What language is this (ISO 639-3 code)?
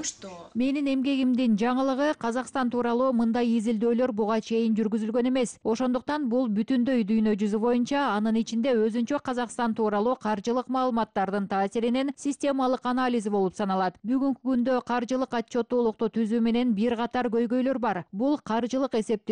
kir